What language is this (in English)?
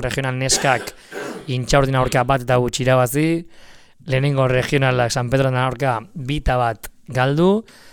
Basque